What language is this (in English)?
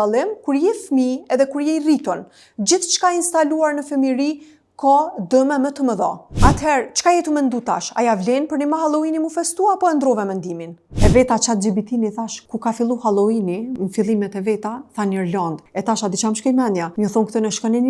Albanian